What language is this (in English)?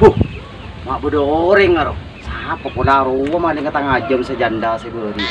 Madurese